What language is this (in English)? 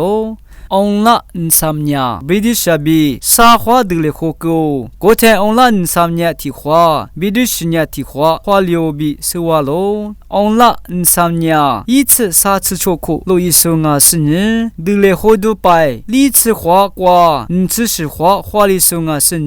Lisu